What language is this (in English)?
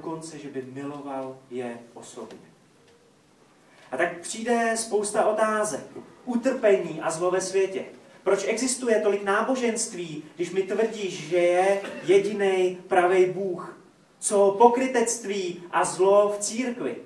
Czech